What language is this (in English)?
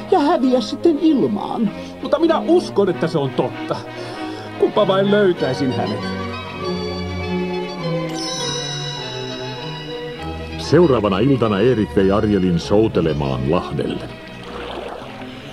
Finnish